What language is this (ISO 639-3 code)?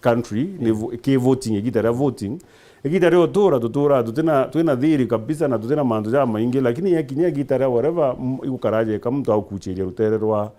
mer